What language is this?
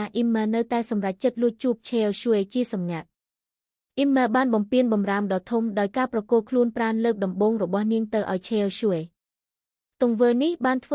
Khmer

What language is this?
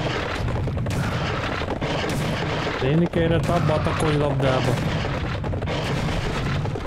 Hungarian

